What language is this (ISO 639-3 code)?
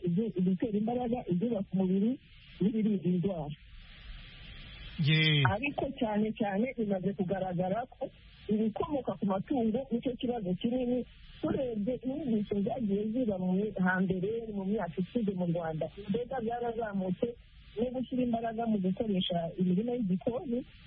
kin